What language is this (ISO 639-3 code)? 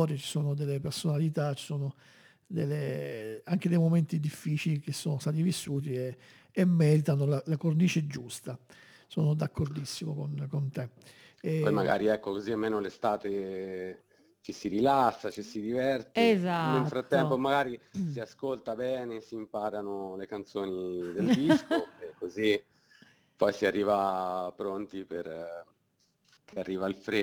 ita